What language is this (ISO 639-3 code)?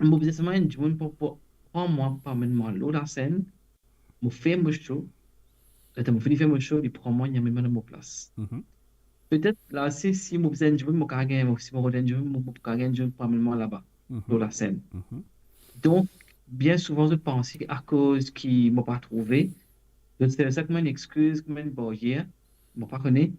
mfe